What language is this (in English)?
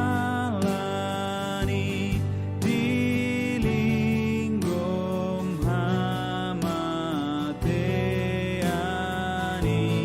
Batak Toba